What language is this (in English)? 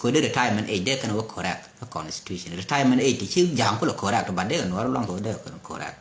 Nuer